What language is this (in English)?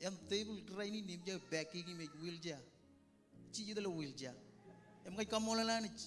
Marshallese